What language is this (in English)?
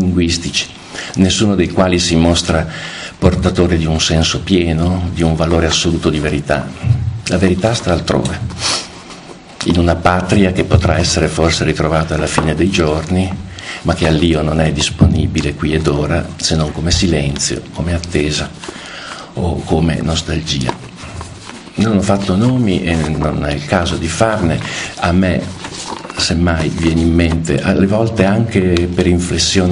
Italian